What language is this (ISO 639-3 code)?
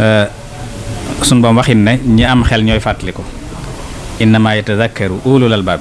wol